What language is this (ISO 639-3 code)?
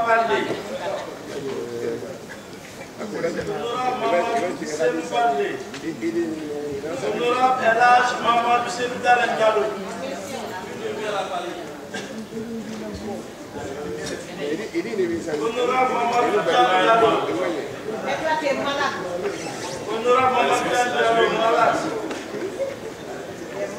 fra